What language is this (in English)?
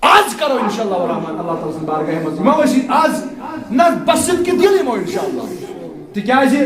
Kashmiri